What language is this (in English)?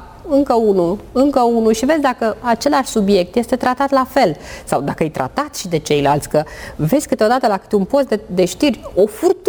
Romanian